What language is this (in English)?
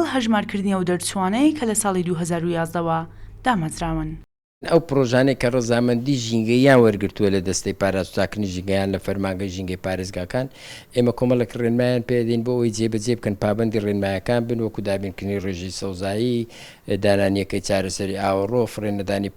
Central Kurdish